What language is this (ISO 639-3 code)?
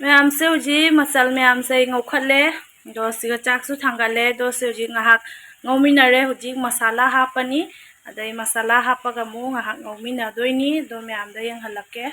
mni